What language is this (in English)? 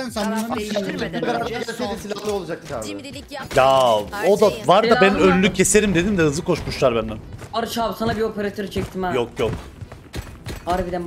Turkish